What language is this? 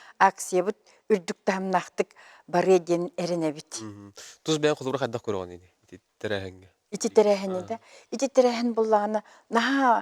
Yakut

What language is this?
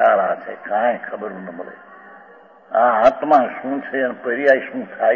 Gujarati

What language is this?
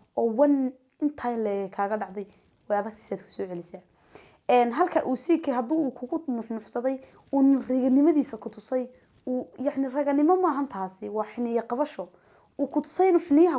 Somali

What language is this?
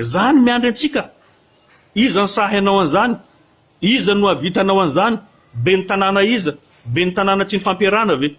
Malagasy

